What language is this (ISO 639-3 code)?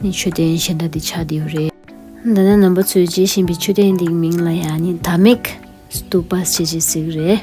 bod